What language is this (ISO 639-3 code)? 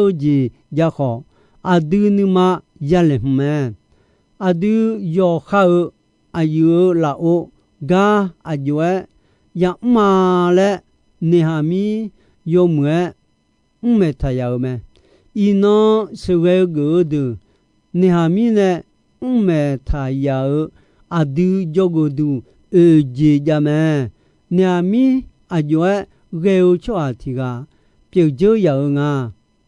ahk